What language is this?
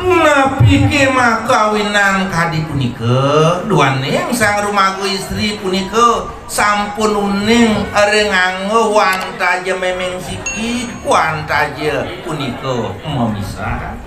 Balinese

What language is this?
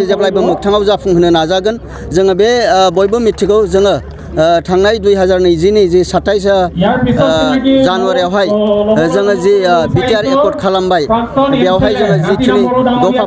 Bodo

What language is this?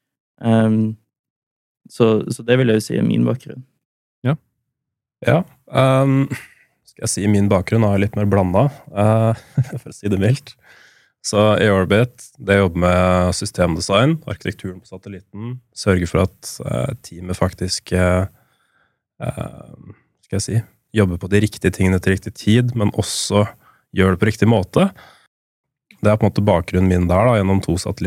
Norwegian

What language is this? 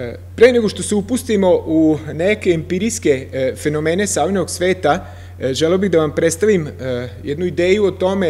Serbian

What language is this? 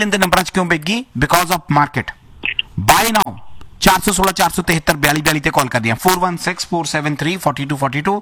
Punjabi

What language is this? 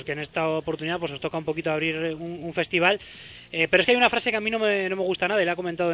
Spanish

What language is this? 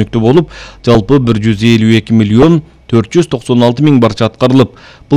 Kyrgyz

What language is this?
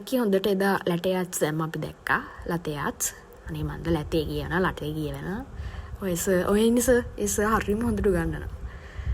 Sinhala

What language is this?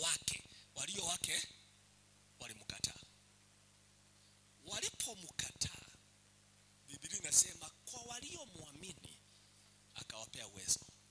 Swahili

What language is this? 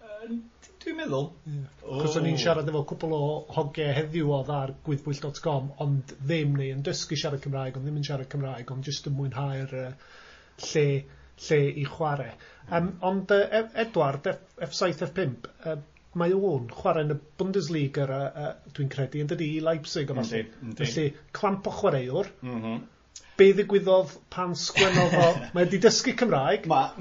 Welsh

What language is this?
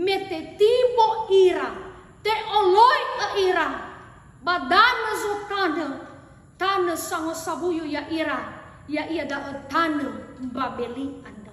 Nias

